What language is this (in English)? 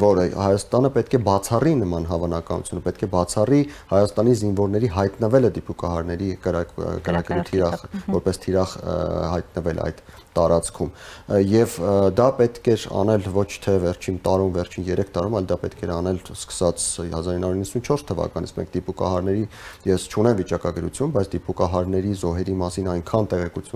Armenian